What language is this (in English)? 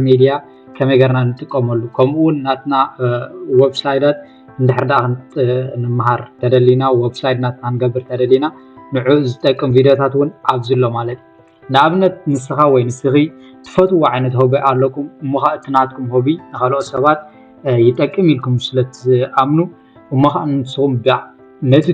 Tigrinya